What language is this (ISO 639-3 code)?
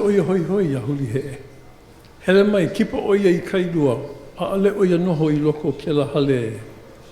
haw